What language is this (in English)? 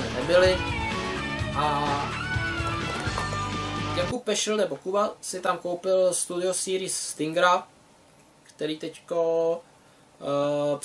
Czech